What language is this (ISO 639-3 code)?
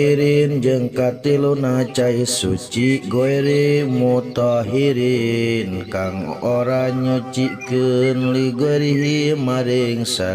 sun